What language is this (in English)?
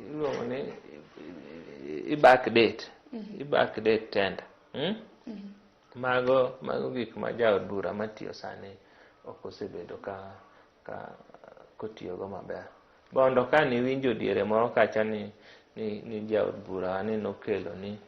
Luo (Kenya and Tanzania)